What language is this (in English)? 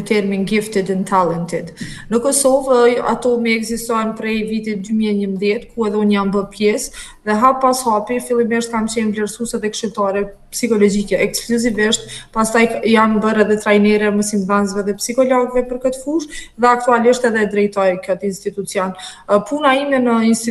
Albanian